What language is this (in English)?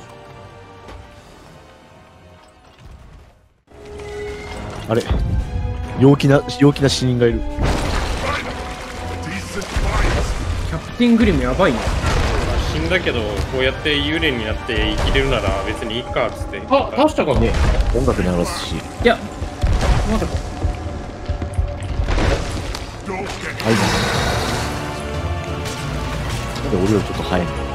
Japanese